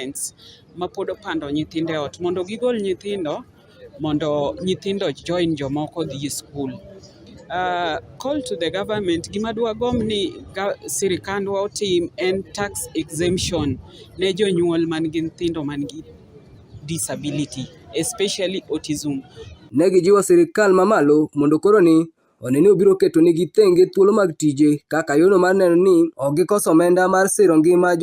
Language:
Luo (Kenya and Tanzania)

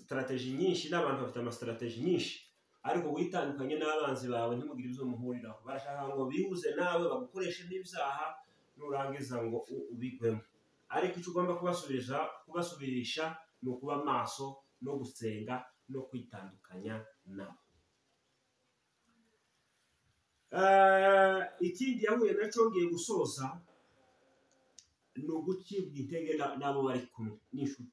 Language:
Kinyarwanda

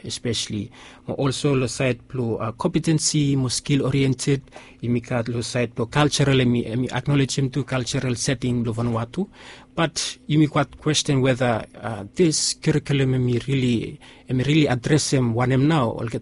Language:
Bislama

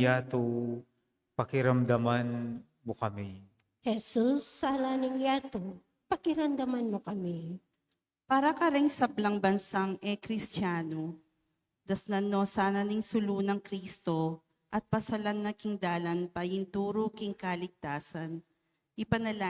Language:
Pampanga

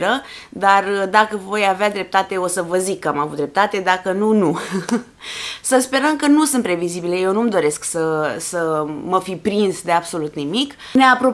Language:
Romanian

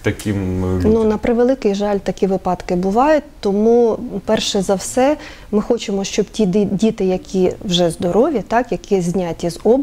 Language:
Ukrainian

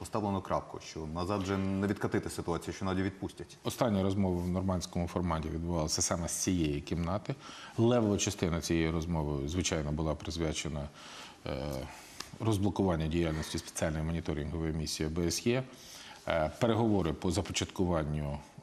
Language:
Ukrainian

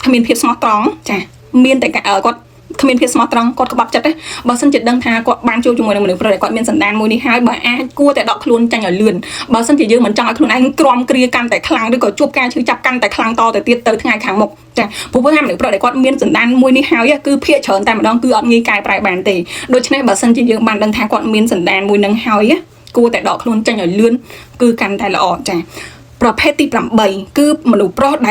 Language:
Khmer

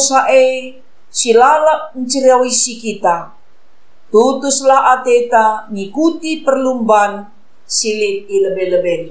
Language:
Batak Karo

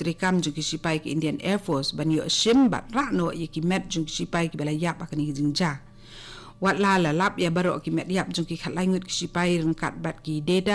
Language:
Khasi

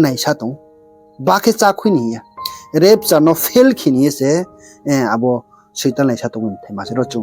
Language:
Riang (India)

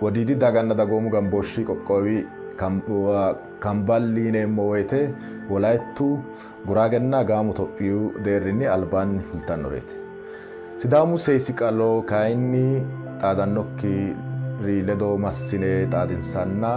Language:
Sidamo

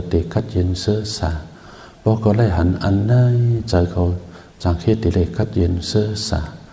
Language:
Shan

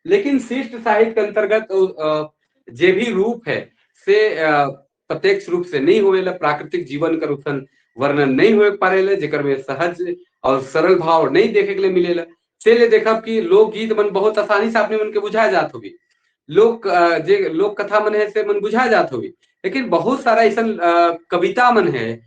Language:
Sadri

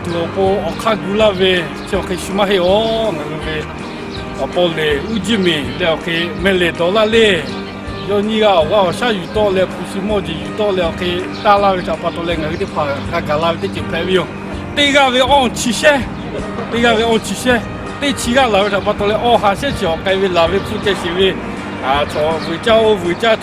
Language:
Lahu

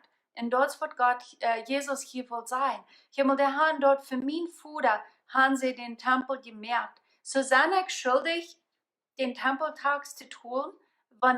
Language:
Plautdietsch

